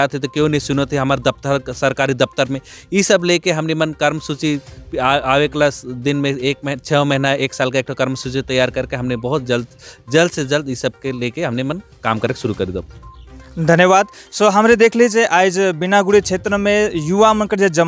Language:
Sadri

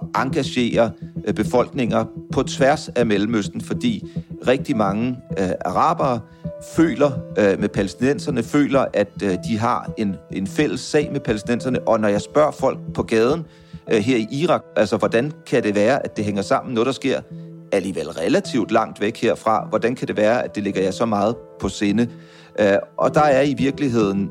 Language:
Danish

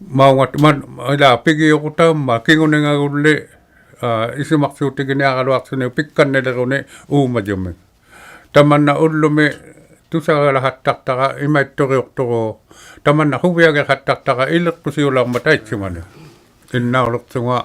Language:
Inuktitut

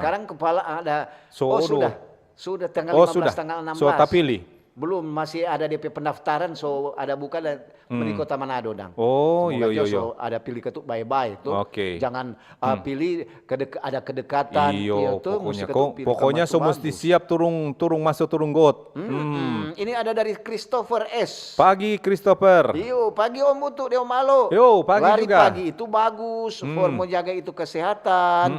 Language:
Manado Malay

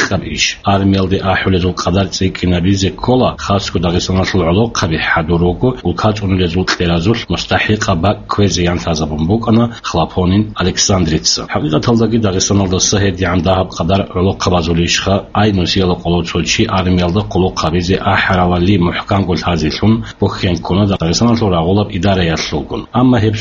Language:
Avaric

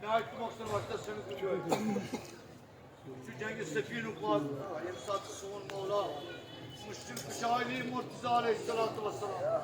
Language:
Kashmiri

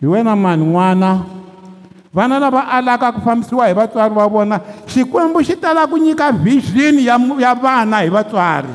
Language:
Tsonga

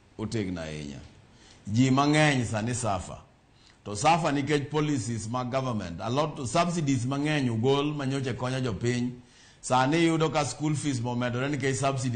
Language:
Luo (Kenya and Tanzania)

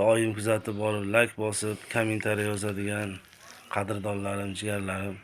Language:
Uzbek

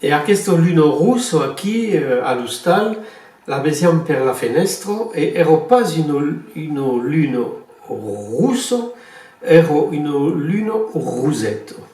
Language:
Occitan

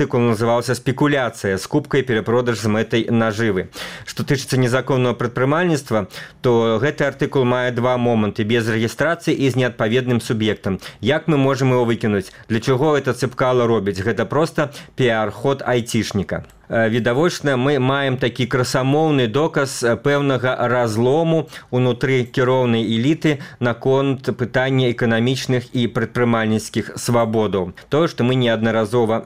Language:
Belarusian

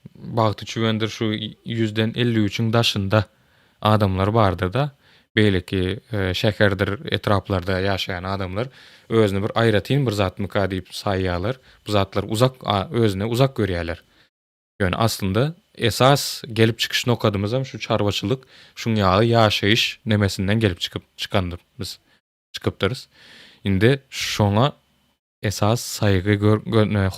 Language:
Turkmen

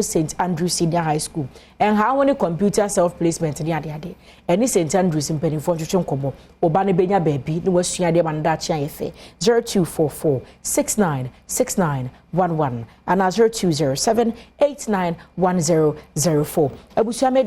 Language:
Akan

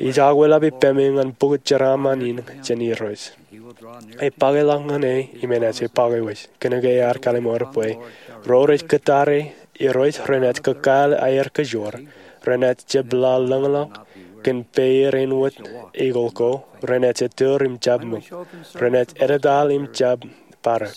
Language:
Marshallese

